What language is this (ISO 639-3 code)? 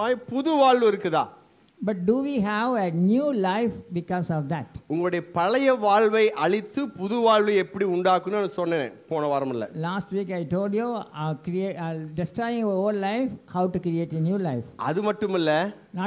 tam